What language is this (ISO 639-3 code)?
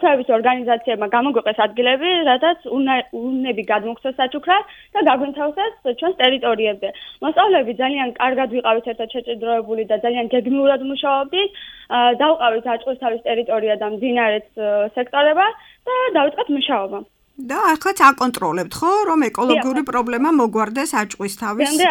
kat